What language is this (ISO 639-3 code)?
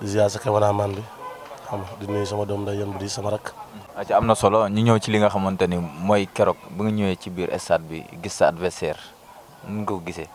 wol